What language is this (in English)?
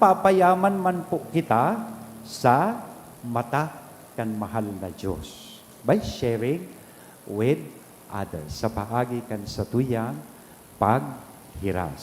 Bikol